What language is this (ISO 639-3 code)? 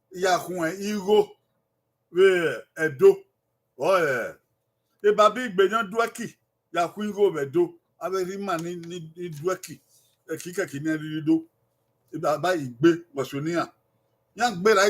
bin